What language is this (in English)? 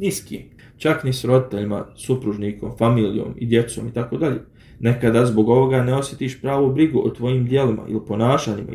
Bosnian